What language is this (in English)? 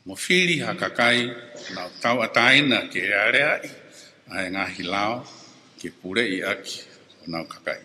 Tongan